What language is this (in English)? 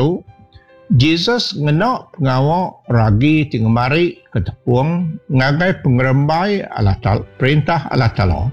Iban